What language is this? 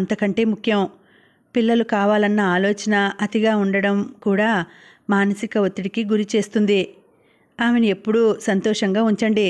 Telugu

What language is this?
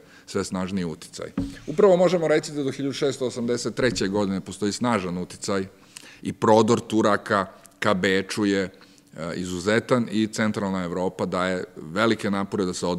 Serbian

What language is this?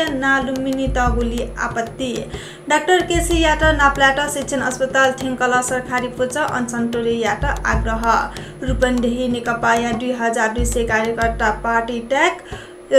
Newari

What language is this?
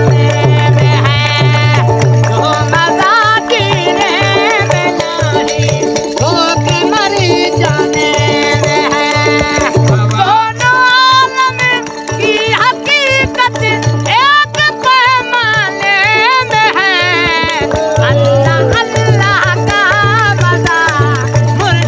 Saraiki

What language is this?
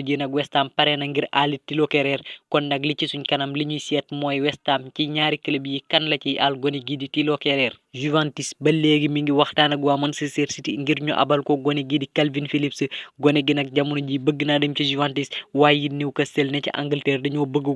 Wolof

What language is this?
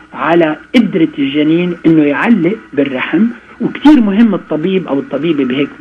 North Levantine Arabic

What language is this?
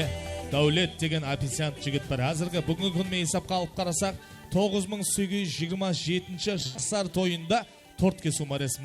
Kara-Kalpak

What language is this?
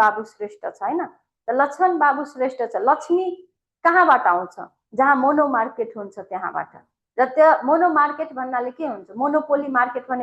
Nepali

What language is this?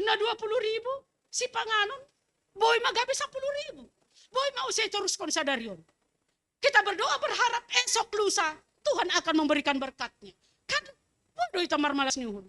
Batak Simalungun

